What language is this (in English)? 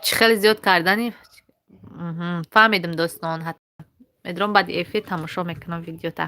Tajik